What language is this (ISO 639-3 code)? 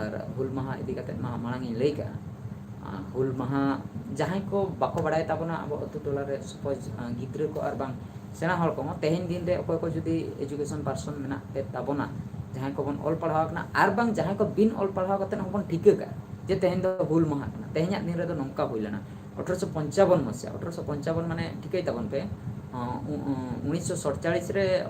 sat